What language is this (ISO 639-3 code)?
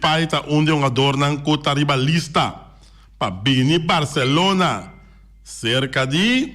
pap